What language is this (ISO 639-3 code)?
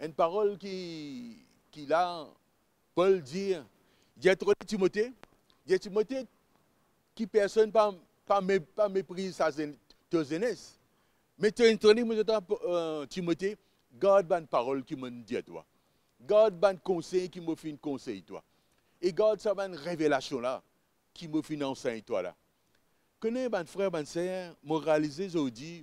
mfe